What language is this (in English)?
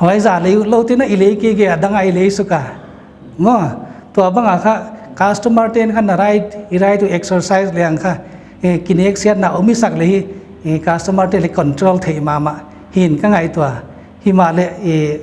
Paite Chin